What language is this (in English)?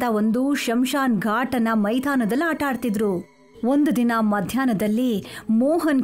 Kannada